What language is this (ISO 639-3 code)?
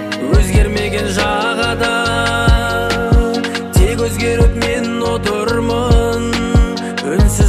kaz